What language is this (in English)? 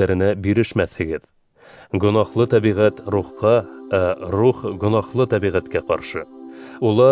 Bashkir